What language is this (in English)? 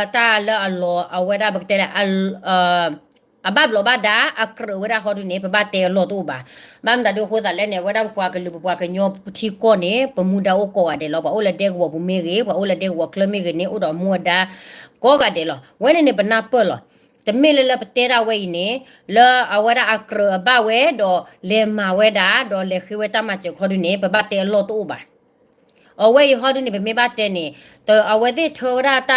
S'gaw Karen